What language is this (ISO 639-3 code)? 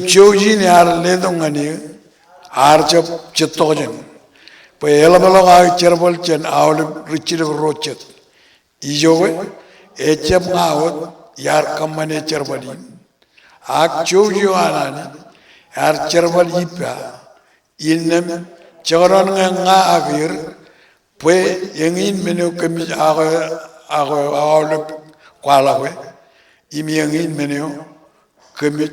mah